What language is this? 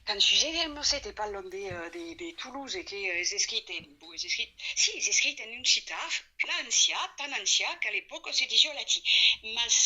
Occitan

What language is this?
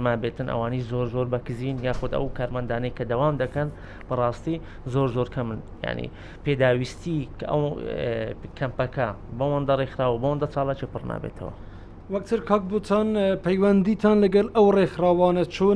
Central Kurdish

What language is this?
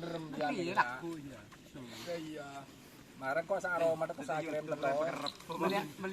Madurese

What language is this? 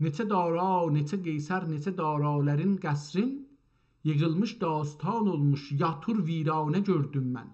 South Azerbaijani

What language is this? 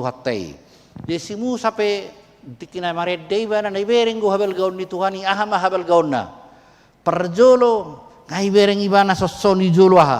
Batak Toba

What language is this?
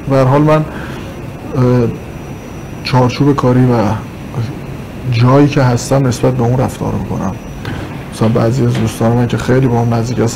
Persian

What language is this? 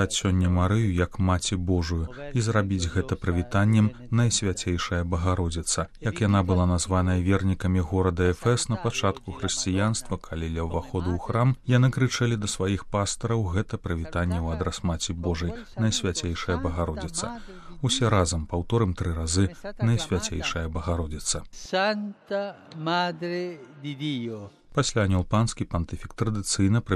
Belarusian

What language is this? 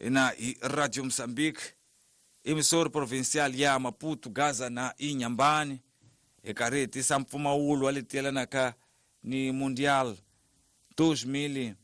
Tsonga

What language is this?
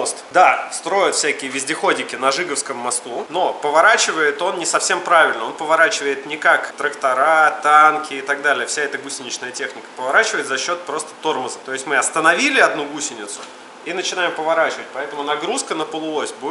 Russian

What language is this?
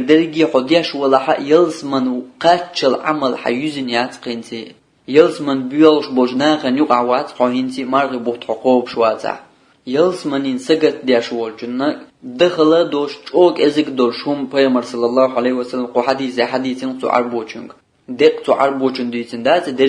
Chechen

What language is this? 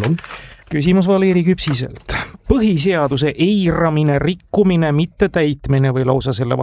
Estonian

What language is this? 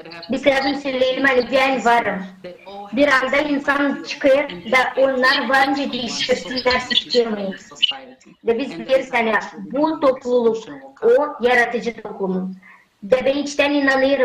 Gagauz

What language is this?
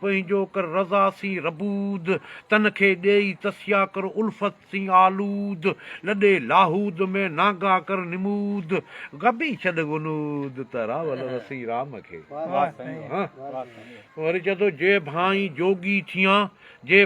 Sindhi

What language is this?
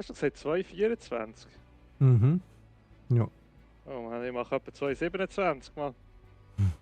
Swiss German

